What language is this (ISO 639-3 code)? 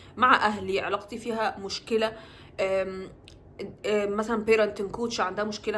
arz